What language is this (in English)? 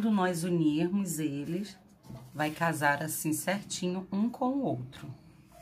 Portuguese